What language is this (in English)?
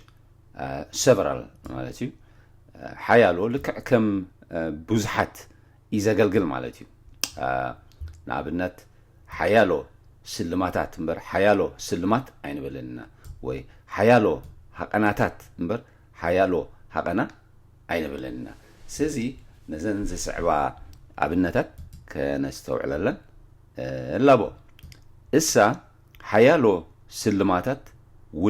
Tigrinya